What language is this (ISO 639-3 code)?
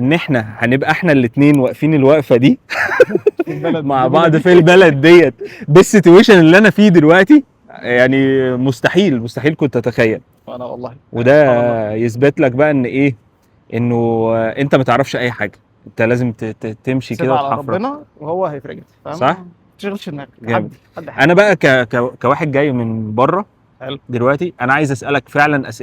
arz